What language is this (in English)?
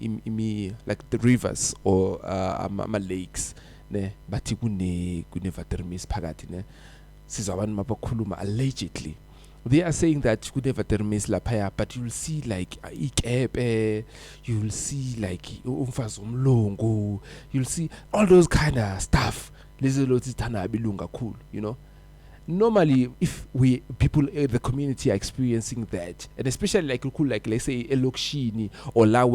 Zulu